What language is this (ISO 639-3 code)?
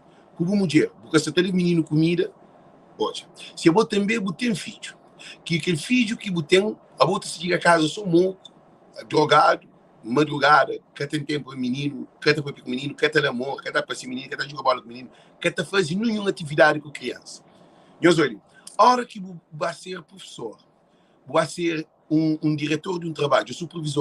kea